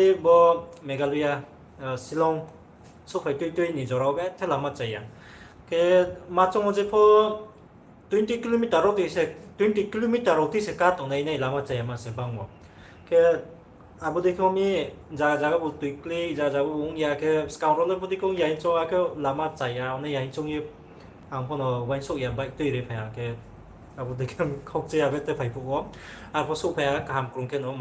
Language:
Riang (India)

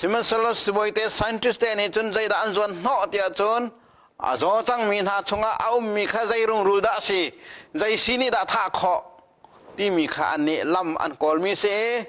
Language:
Hakha Chin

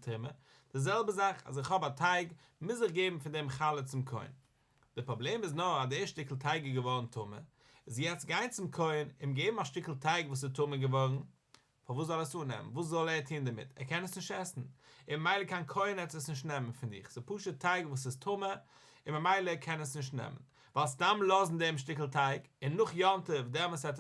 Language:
Yiddish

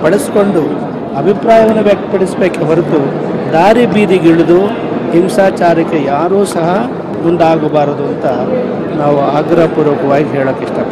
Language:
Kannada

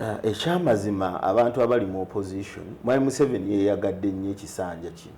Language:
Ganda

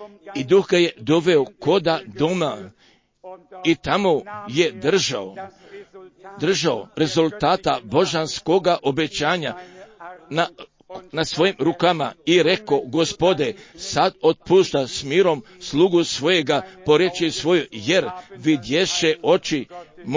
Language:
Croatian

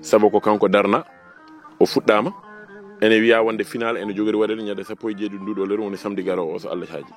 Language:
Fula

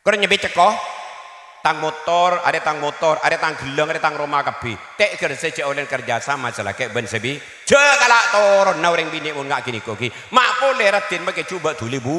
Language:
Madurese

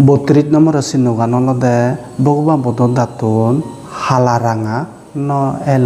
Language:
Chakma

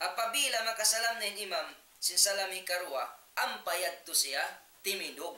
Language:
Tausug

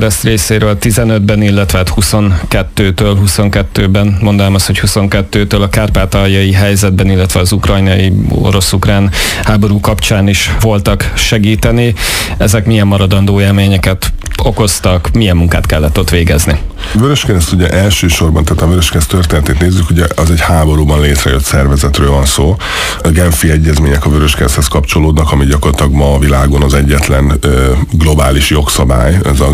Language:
Hungarian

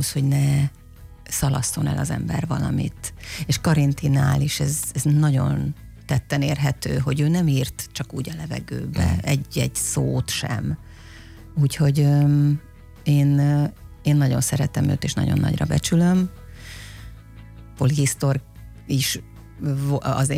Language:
Hungarian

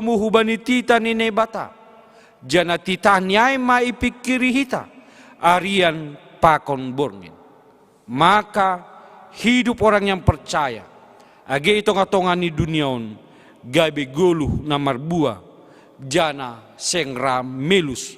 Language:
Batak Simalungun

